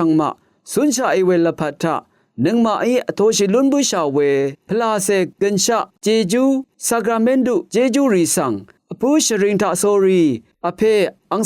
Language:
Rawang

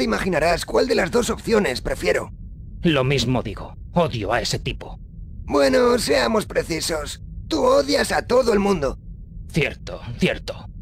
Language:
Spanish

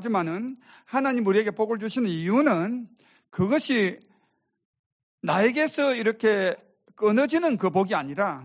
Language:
Korean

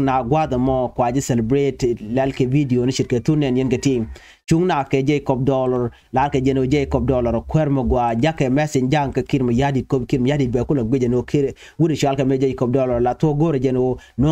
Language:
Nuer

